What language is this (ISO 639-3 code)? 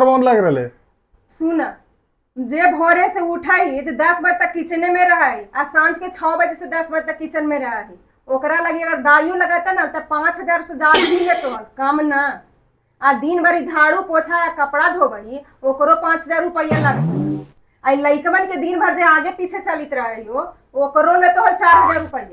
mag